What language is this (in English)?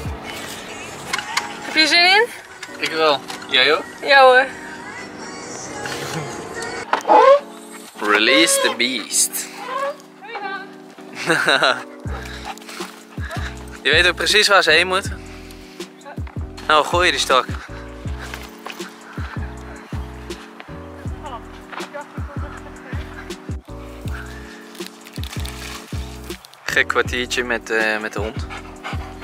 Dutch